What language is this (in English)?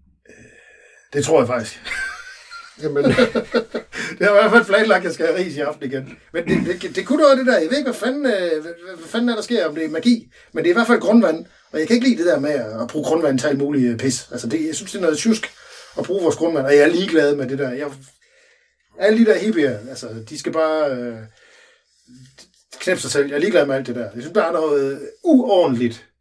Danish